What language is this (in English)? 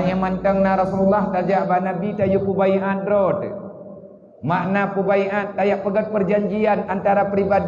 Achinese